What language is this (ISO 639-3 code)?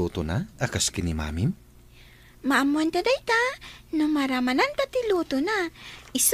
ilo